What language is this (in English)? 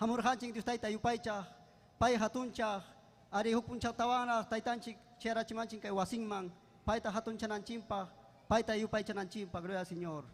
Ayacucho Quechua